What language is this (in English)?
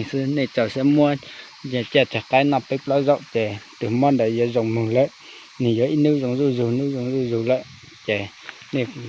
Hmong